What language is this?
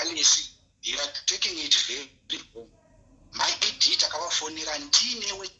Shona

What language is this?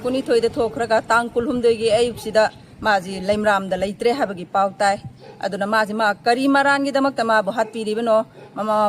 Manipuri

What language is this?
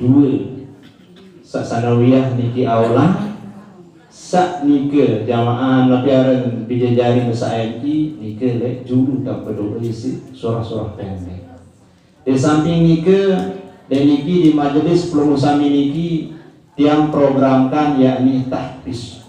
Sasak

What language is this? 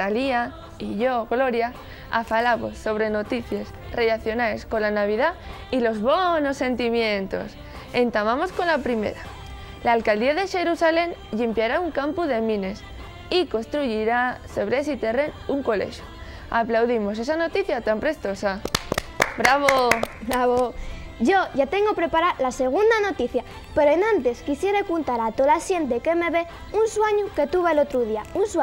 Asturian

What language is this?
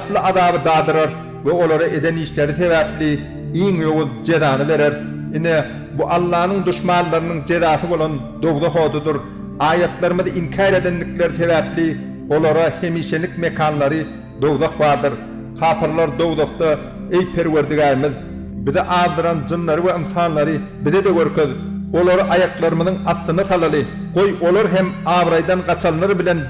Turkmen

